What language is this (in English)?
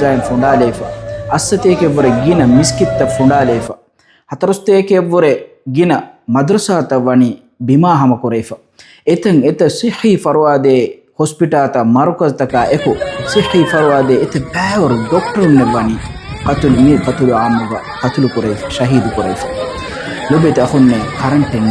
Divehi